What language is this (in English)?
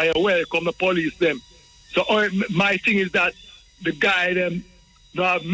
Jamaican Creole English